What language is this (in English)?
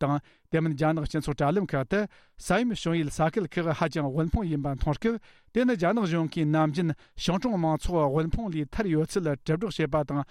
Tibetan